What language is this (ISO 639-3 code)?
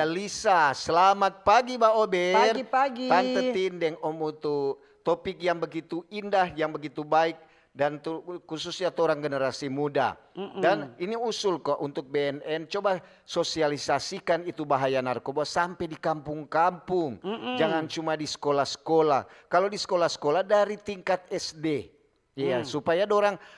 xmm